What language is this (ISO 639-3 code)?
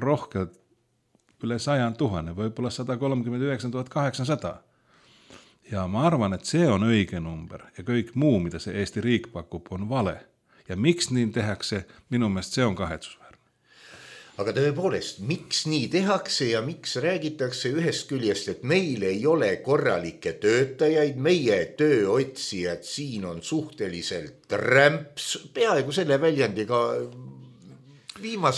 est